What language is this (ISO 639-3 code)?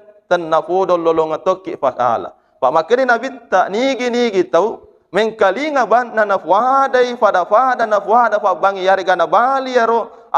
bug